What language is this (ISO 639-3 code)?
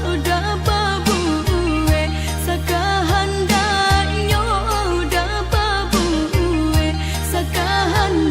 min